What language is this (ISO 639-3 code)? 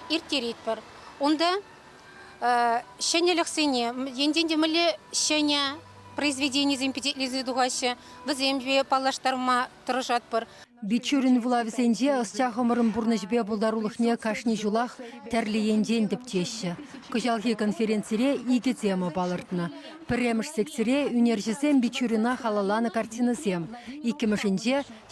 chv